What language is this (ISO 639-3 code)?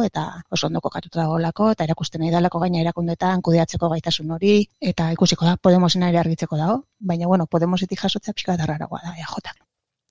eus